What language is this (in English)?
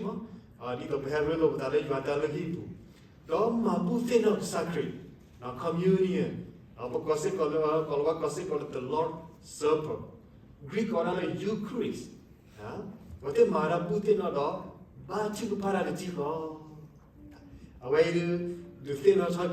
S'gaw Karen